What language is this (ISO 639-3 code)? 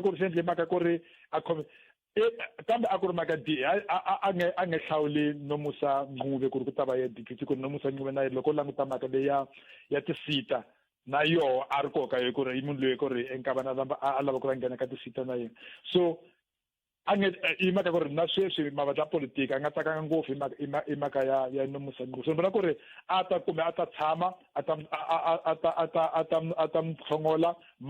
tso